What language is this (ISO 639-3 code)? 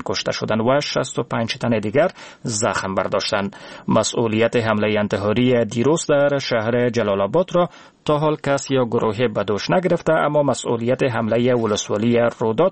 fas